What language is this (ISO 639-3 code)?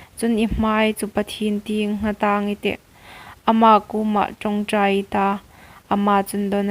hmr